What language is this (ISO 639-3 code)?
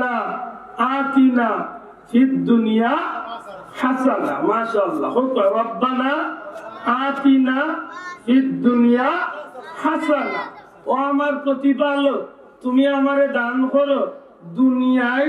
syl